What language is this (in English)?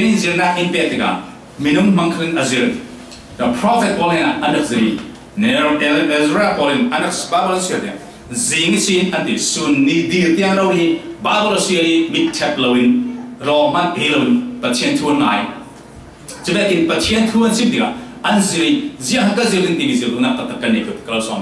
Falam Chin